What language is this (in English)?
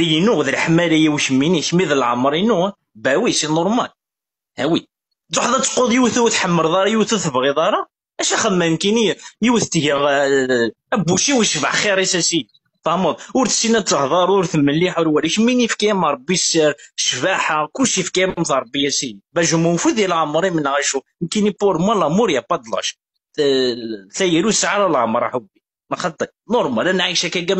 Kabyle